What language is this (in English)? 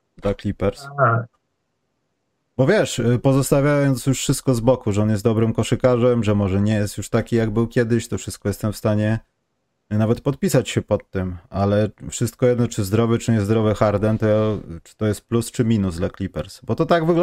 Polish